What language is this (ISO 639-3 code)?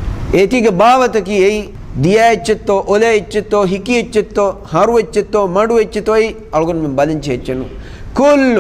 div